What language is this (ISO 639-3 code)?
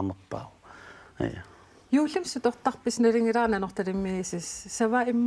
kal